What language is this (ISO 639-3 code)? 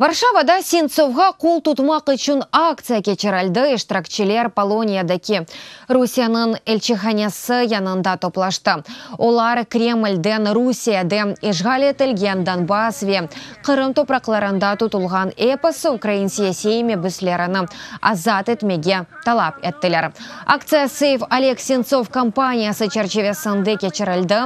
crh